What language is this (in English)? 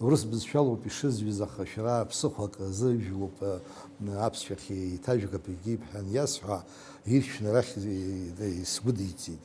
Abkhazian